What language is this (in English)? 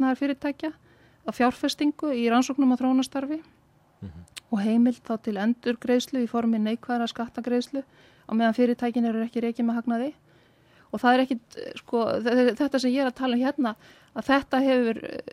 Icelandic